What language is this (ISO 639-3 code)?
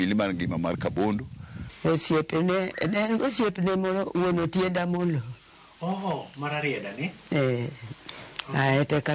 luo